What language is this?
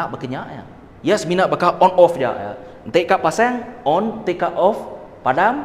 Iban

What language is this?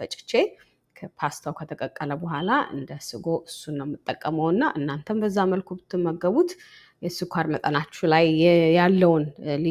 Amharic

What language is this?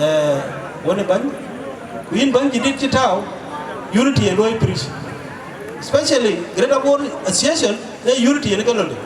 Dinka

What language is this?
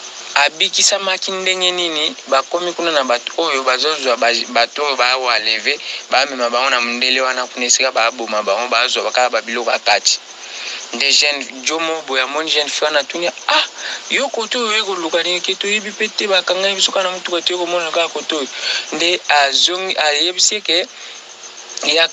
Lingala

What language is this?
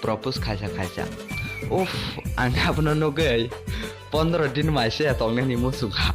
Kok Borok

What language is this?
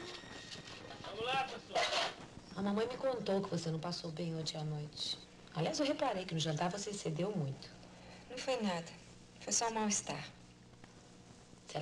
Portuguese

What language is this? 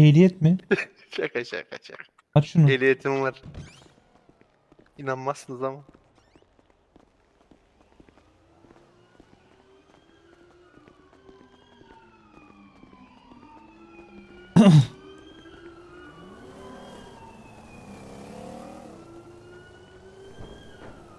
Turkish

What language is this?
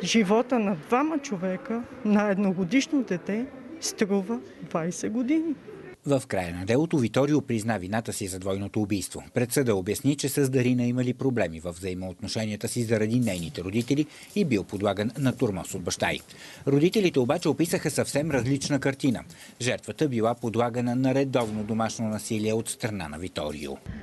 Bulgarian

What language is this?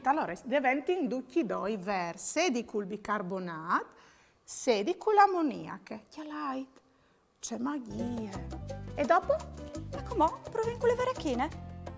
Friulian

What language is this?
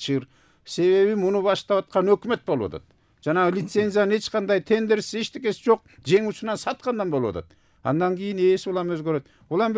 Kyrgyz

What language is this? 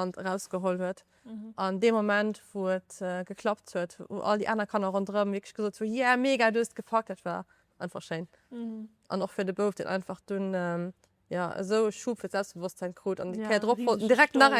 Luxembourgish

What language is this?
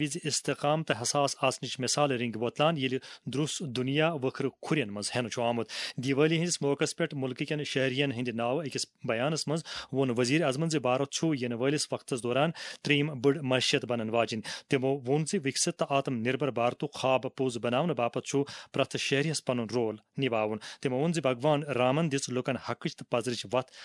Kashmiri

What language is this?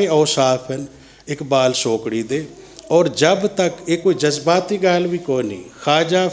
Saraiki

